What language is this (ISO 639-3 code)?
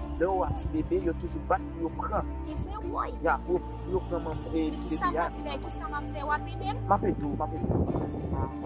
hat